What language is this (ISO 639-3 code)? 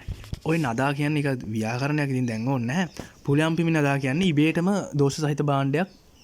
sin